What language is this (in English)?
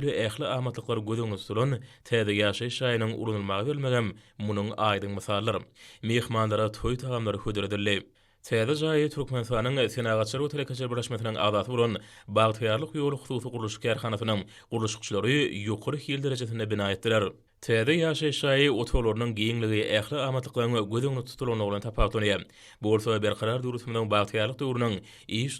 Turkmen